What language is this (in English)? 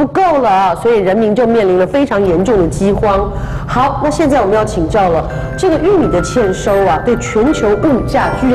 Chinese